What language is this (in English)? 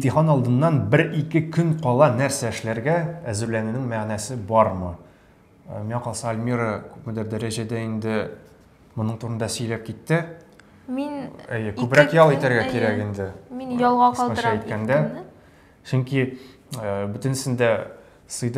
Tatar